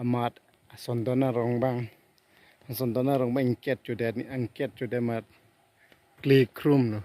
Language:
Karbi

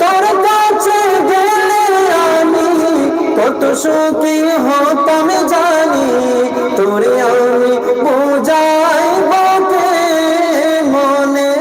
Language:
Sylheti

